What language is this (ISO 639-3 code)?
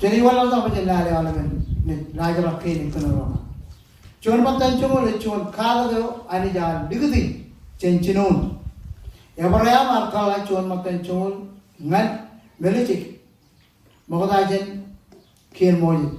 mah